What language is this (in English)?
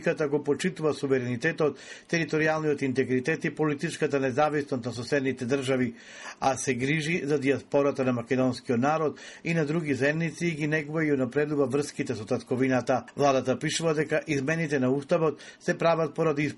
Macedonian